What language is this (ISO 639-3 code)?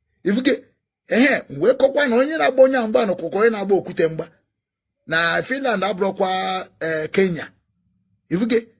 ibo